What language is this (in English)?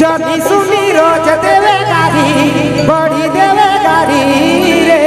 Sadri